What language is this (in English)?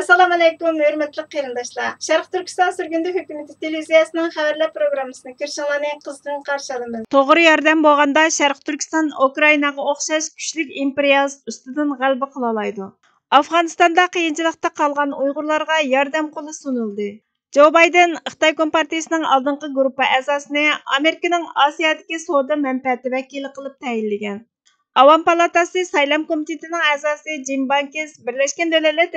Uyghur